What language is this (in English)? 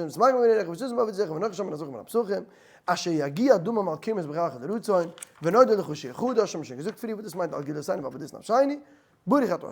Yiddish